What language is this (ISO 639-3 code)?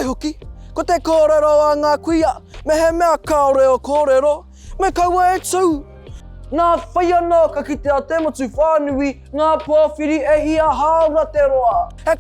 mri